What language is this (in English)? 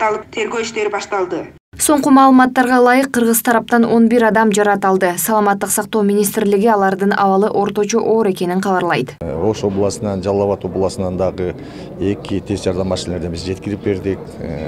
Kyrgyz